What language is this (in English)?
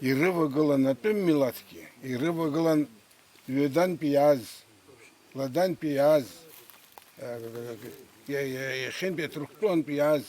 Abkhazian